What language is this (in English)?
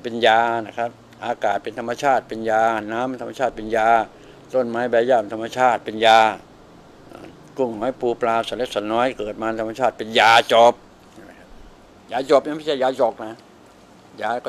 Thai